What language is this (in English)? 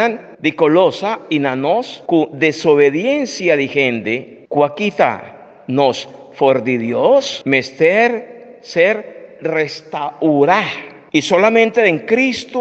Papiamento